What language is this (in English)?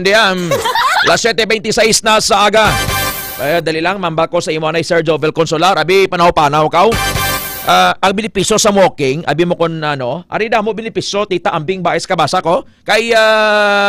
Hiligaynon